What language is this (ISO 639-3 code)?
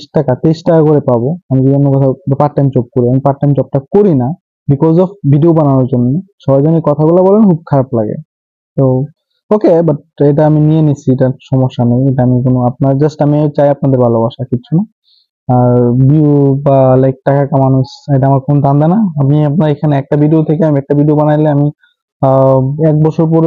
ben